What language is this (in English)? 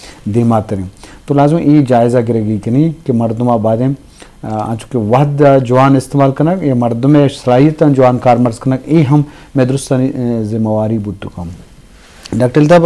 Baluchi